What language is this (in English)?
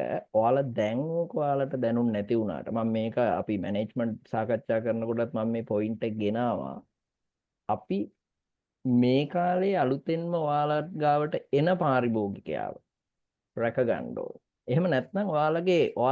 Sinhala